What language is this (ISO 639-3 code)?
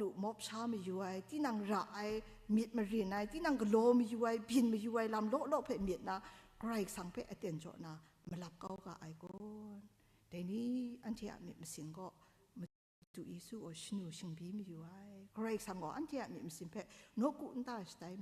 kac